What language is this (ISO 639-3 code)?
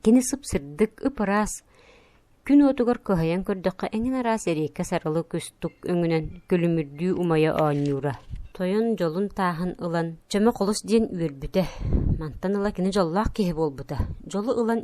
sah